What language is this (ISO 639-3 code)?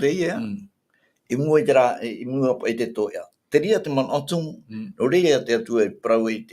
tah